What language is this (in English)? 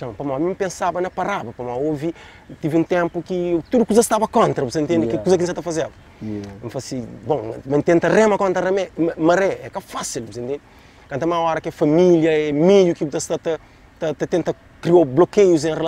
Kabuverdianu